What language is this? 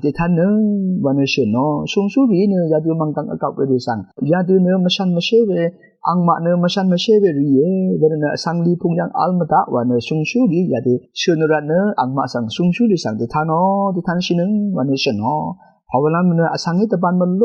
Rawang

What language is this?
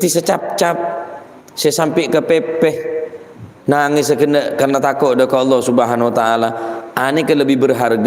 Madurese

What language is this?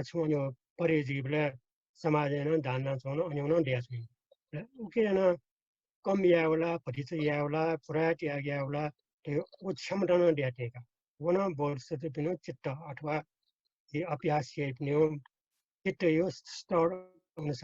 Newari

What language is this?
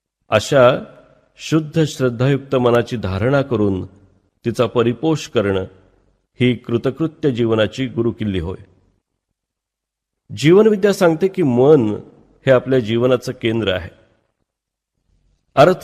Marathi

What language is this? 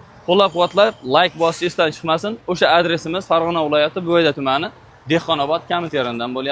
Uzbek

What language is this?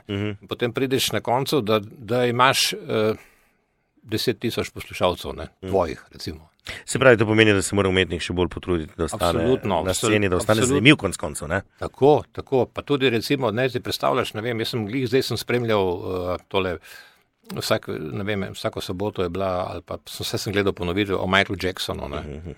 Slovenian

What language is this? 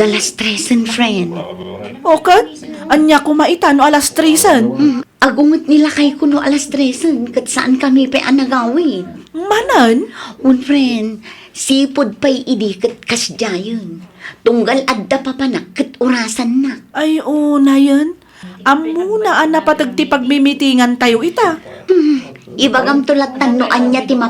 Iloko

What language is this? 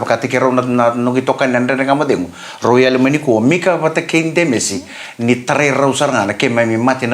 Fijian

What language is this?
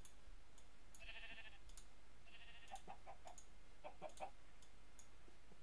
Czech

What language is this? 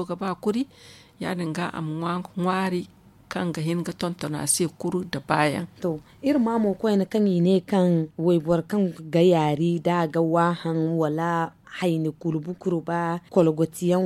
Zarma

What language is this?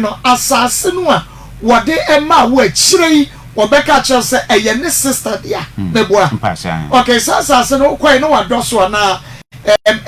Akan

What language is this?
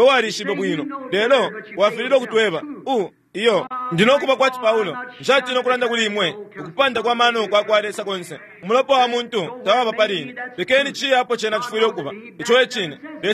Bemba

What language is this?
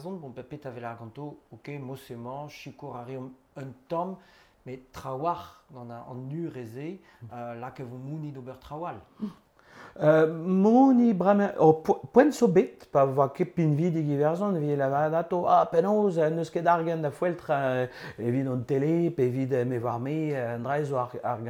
Breton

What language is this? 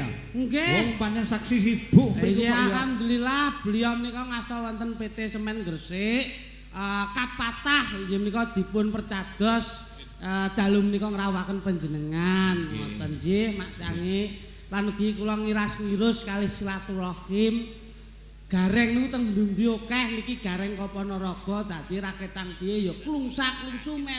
Javanese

